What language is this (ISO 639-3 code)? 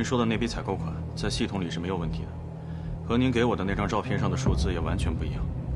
zho